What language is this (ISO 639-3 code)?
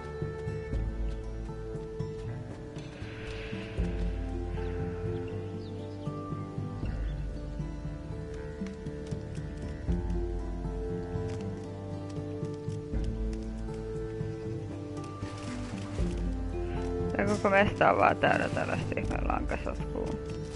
fin